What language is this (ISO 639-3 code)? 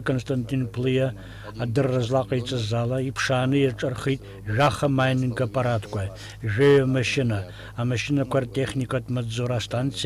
abk